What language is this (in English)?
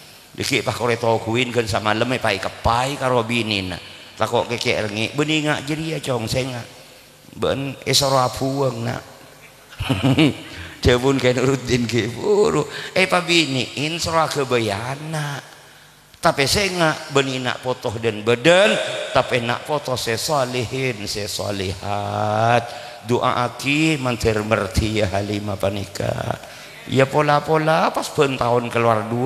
Madurese